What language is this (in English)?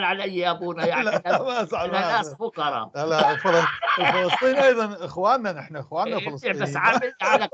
North Levantine Arabic